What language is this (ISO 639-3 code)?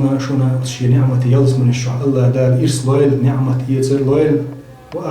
che